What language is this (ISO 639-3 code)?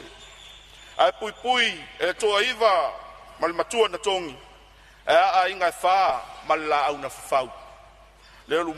smo